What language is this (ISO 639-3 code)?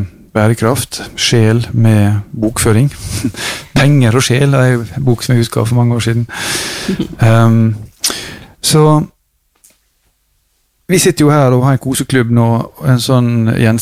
nor